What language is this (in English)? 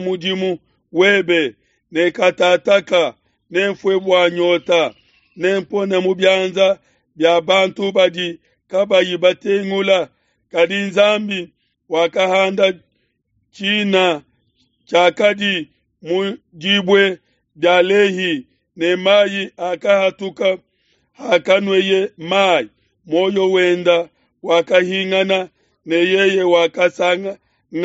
Luba-Lulua